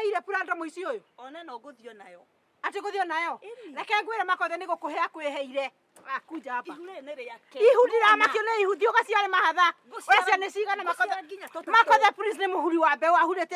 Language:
Kikuyu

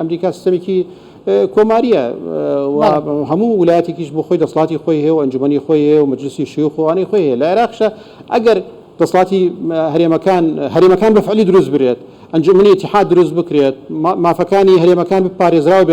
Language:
Central Kurdish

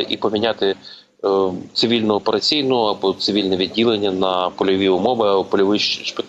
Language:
Ukrainian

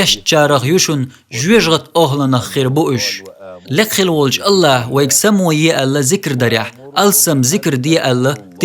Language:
Chechen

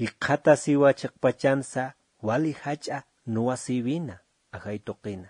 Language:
Aymara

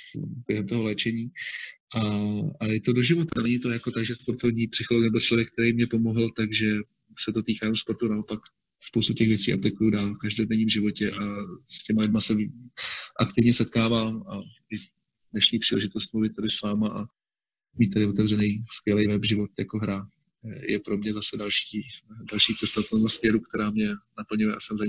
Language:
Czech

